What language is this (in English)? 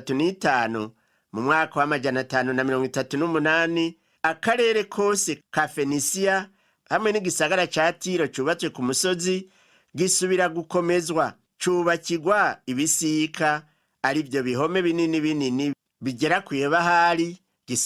Rundi